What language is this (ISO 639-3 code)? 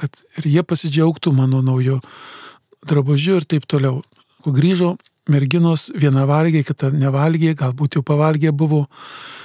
lit